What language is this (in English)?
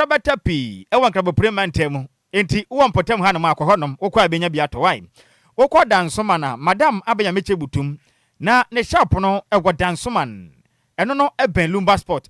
Akan